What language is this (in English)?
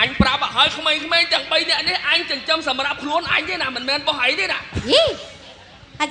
Khmer